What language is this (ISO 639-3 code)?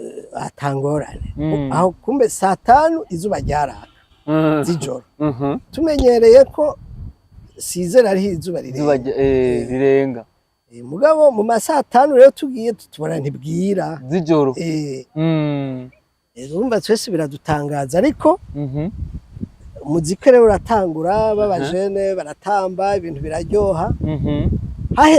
run